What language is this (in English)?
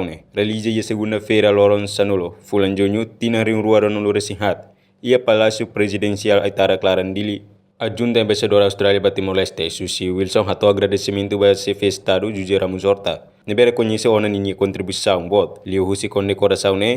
Tetum